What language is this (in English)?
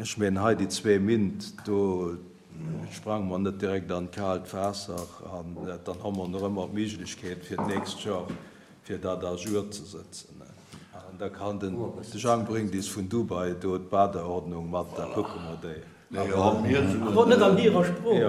Luxembourgish